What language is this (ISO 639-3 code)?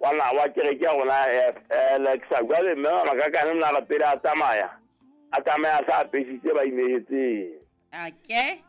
sot